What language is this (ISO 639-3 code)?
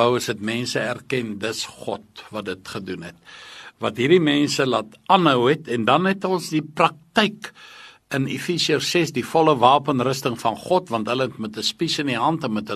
afr